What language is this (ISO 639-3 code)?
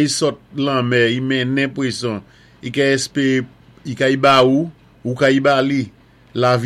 acf